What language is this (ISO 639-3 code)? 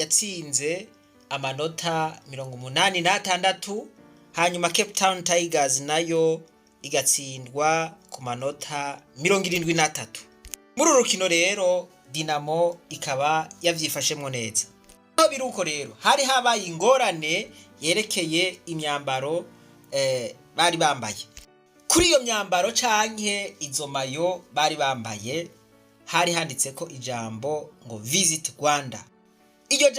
run